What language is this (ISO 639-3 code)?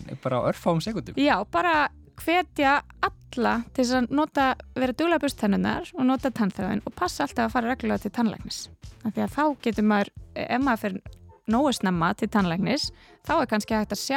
isl